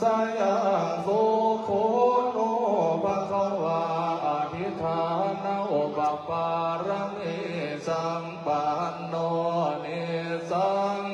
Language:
Pali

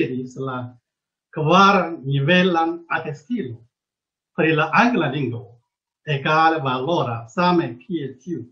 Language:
Esperanto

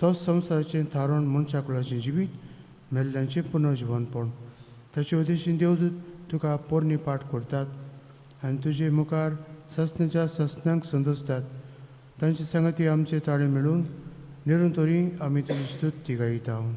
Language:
Konkani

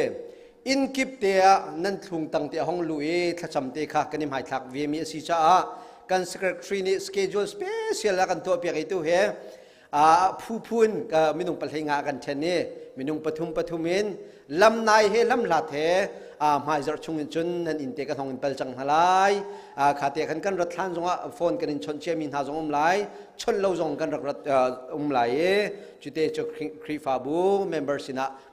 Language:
Hakha Chin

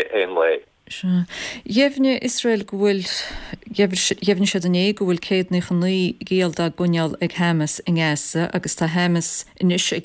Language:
Irish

